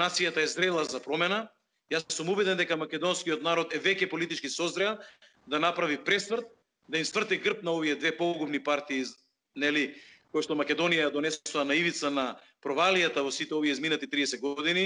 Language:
Macedonian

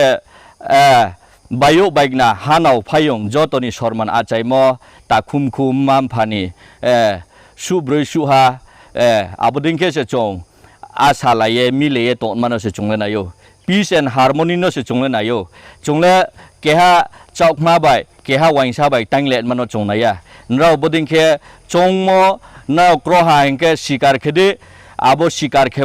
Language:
Riang (India)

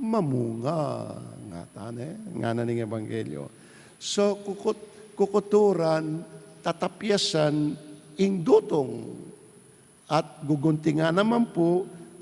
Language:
Pampanga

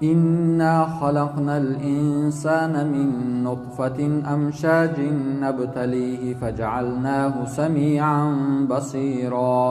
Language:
Tajik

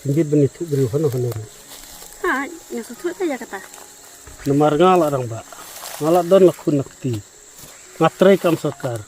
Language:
Khasi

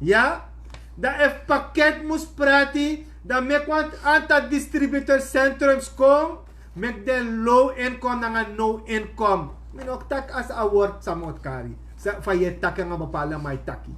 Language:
Sranan Tongo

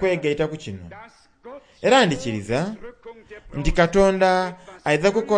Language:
Soga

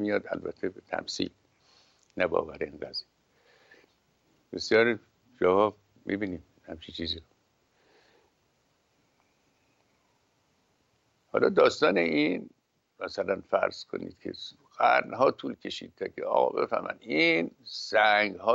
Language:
Persian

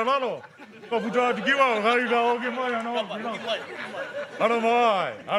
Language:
Māori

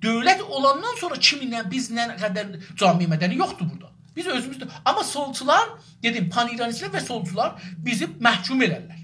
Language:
South Azerbaijani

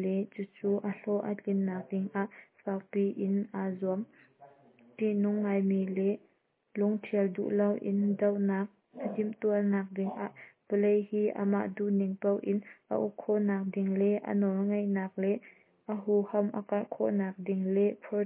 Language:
Hakha Chin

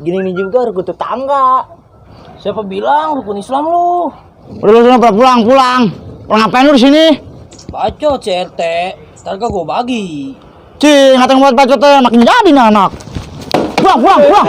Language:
Betawi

